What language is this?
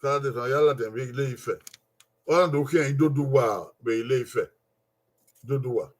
Bini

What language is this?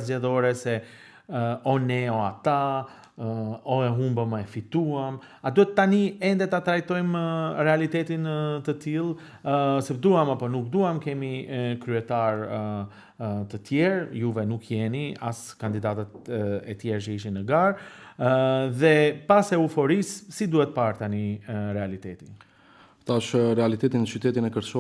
Albanian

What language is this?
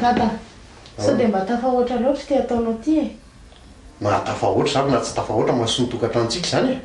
Malagasy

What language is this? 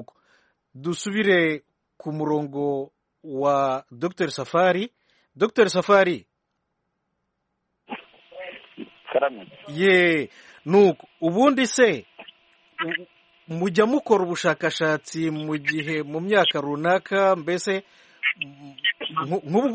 Kinyarwanda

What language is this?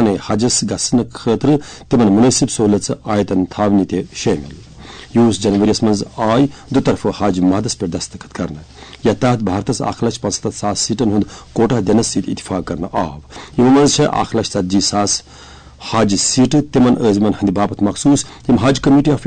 Kashmiri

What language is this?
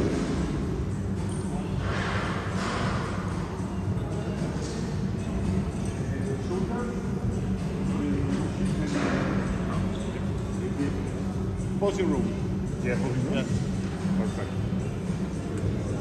Czech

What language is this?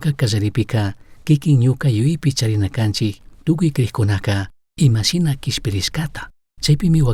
Chimborazo Highland Quichua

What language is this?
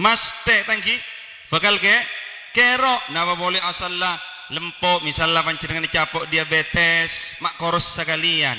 Madurese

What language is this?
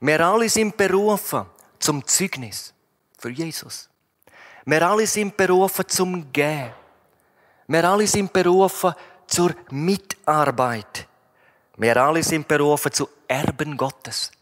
Swiss German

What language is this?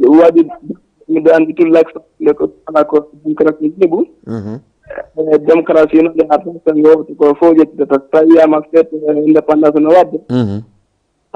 Fula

